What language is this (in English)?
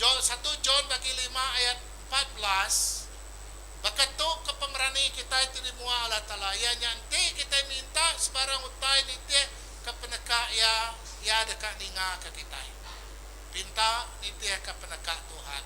Iban